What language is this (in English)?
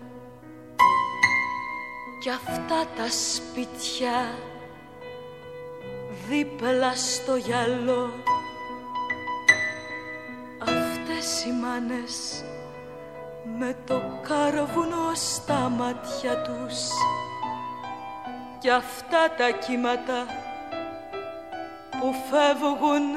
Greek